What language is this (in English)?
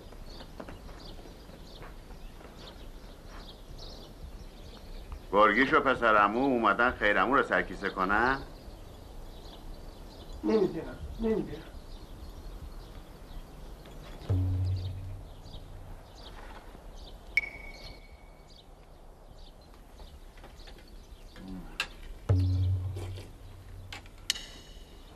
Persian